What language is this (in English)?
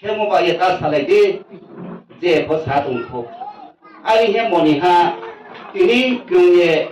Riang (India)